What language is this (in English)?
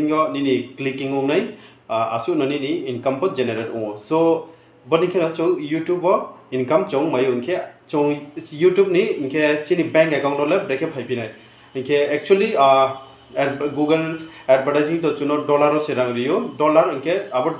Riang (India)